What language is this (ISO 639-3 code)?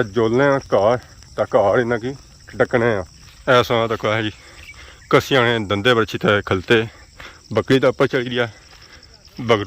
phr